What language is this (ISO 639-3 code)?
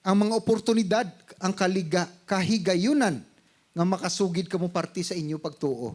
hil